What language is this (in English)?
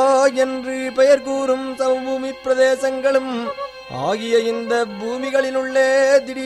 Tamil